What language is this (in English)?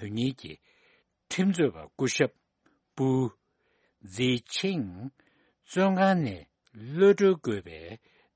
Tibetan